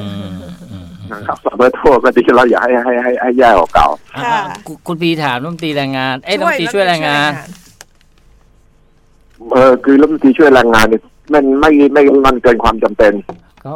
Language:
Thai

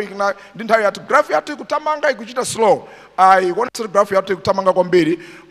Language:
Nyanja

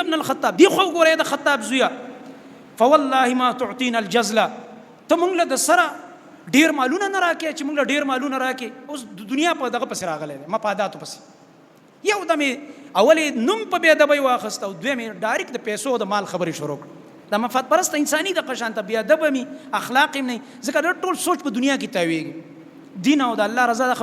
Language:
Pashto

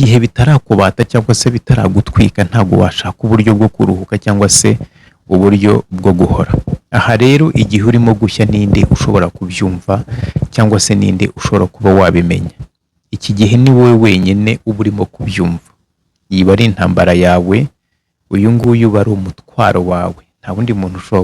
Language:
Kinyarwanda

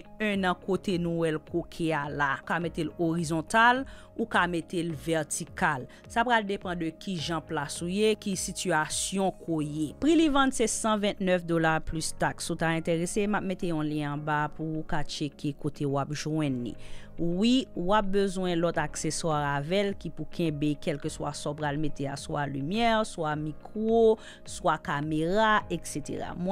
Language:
Haitian Creole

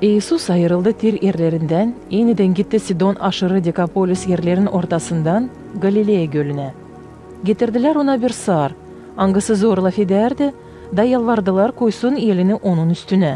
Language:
Gagauz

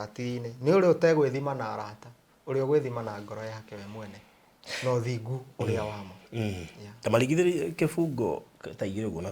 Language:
Kikuyu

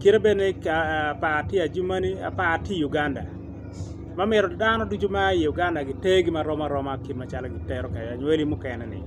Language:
Acoli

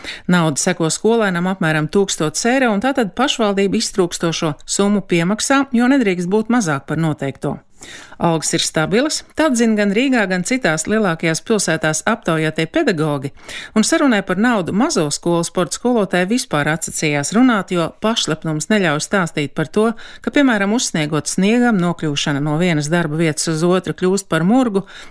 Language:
Latvian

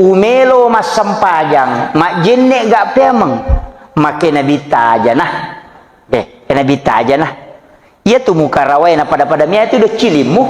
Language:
Buginese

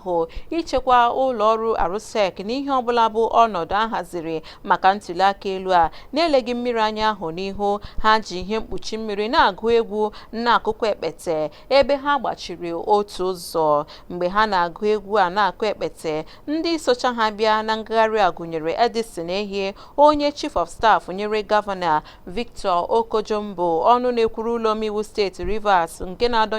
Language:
Igbo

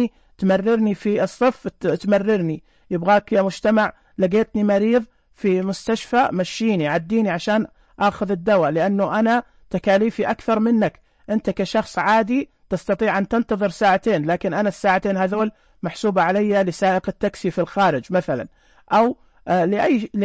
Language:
Najdi Arabic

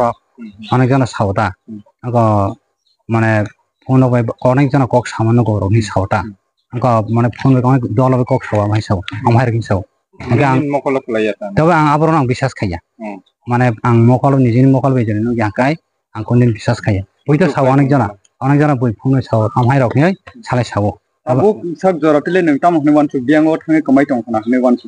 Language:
Riang (India)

